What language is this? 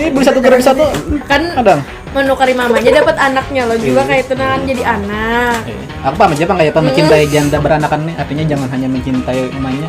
Banjar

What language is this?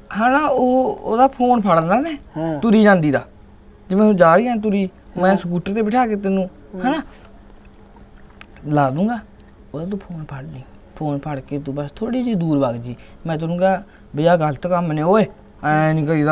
Punjabi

